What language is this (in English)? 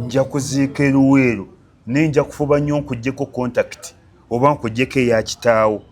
Ganda